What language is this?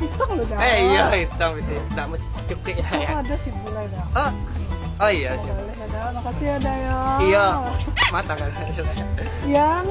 Minangkabau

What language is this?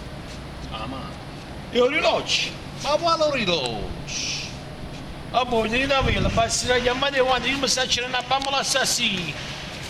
Neapolitan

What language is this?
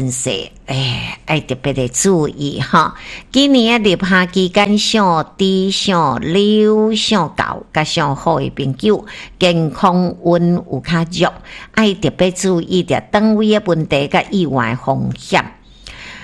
Min Nan Chinese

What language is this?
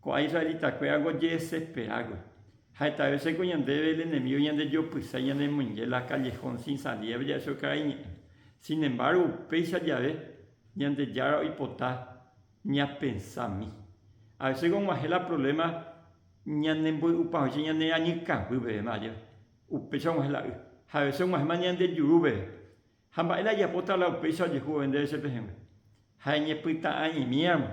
Guarani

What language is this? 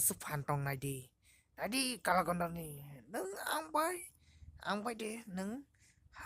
Kok Borok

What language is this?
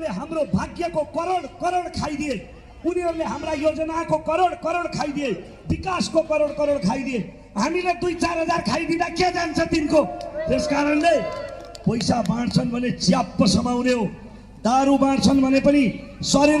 Nepali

